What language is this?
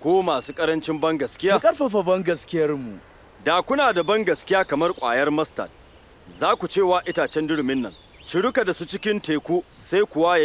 Hausa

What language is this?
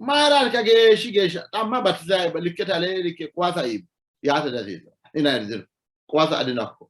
Sidamo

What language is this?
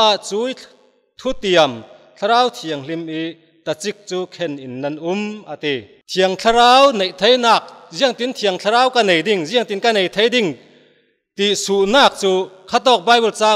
Falam Chin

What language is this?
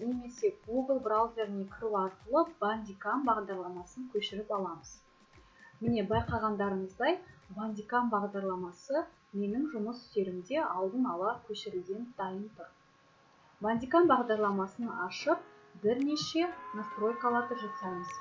Kazakh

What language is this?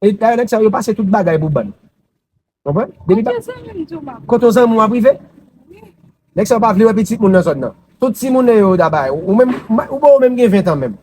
Haitian Creole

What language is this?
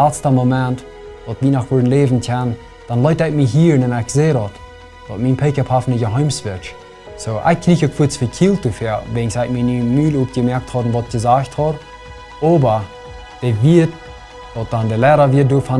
Plautdietsch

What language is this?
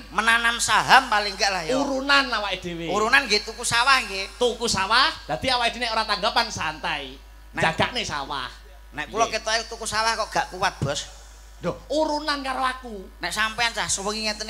Javanese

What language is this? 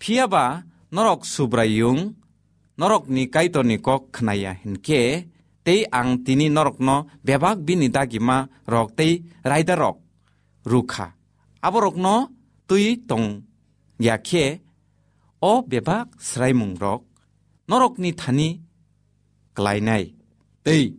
Kok Borok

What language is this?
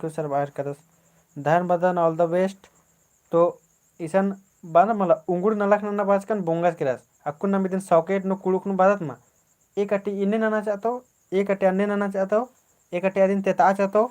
Kurukh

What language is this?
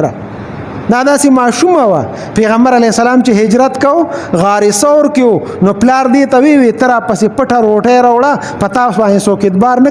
Pashto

